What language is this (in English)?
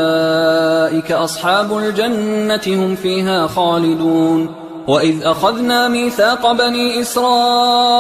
Arabic